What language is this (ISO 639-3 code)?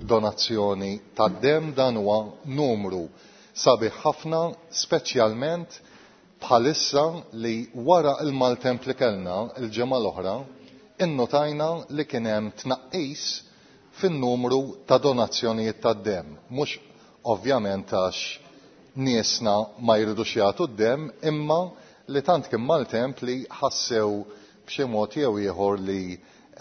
mlt